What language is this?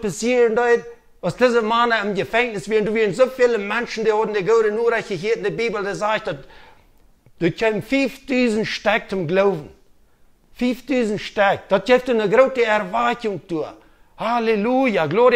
Plautdietsch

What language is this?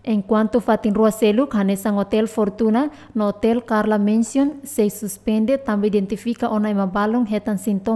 Tetum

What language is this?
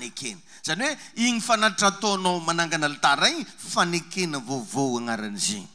Malagasy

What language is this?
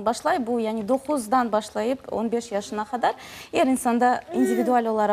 Crimean Tatar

